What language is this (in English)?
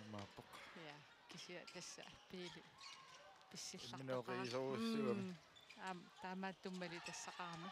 Kalaallisut